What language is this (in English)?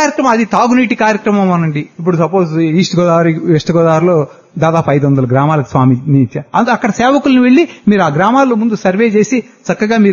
Telugu